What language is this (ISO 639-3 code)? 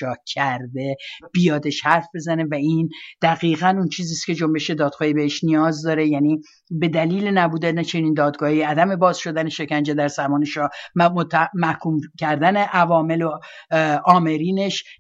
fas